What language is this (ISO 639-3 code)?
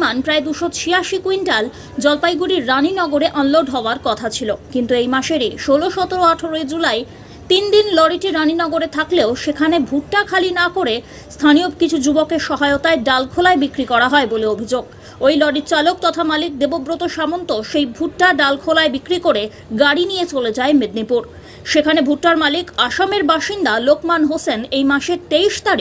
ben